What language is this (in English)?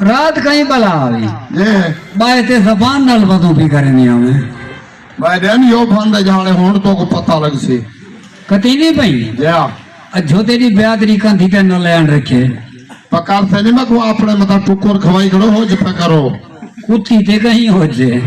Saraiki